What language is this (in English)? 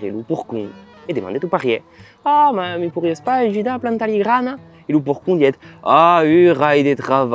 Occitan